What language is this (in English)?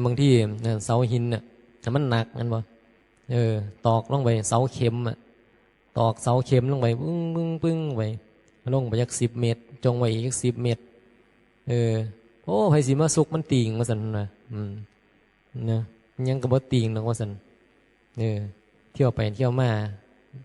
Northeastern Thai